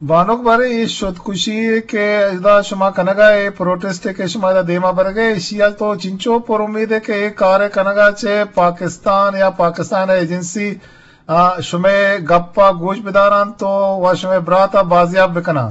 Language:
Eastern Balochi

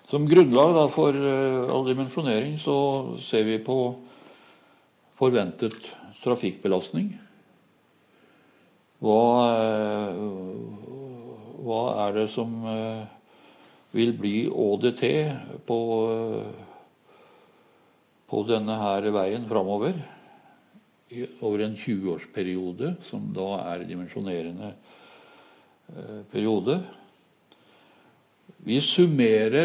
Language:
Norwegian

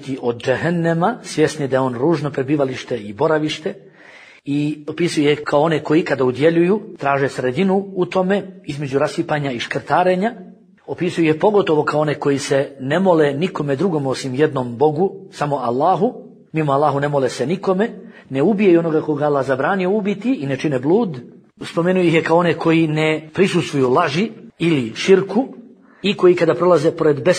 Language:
Bosnian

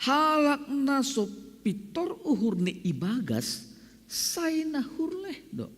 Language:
Batak Simalungun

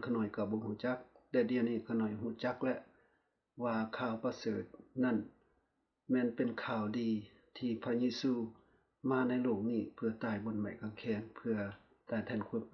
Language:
Lao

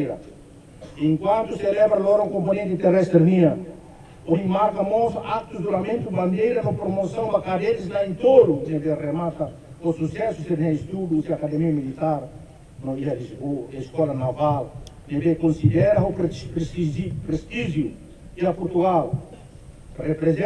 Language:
Tetum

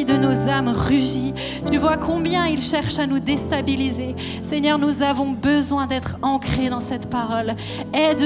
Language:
French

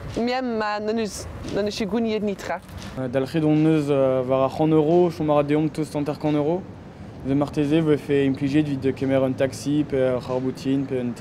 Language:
Breton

